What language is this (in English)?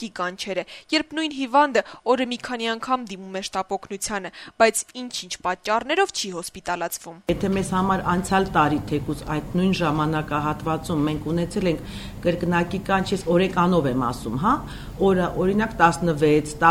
Armenian